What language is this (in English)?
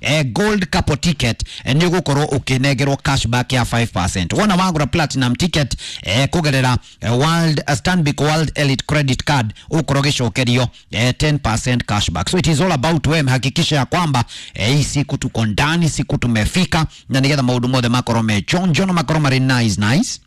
Kikuyu